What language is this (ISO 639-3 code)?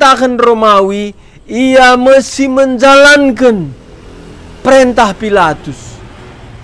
btx